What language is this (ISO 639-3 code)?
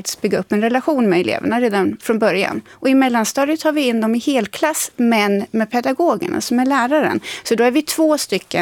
swe